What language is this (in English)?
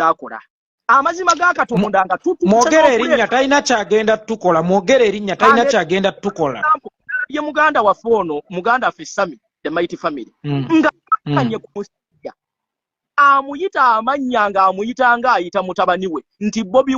Ganda